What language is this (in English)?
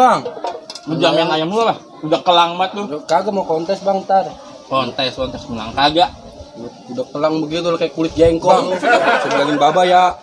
Betawi